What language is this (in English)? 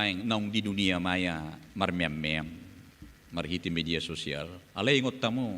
Batak Toba